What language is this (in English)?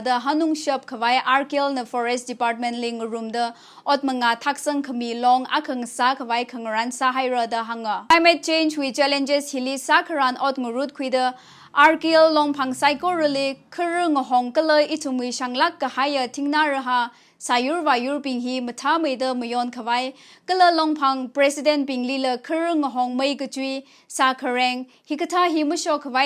Tangkhul Naga (India)